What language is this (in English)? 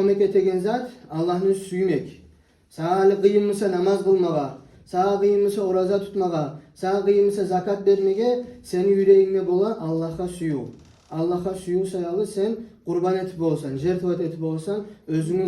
Kumyk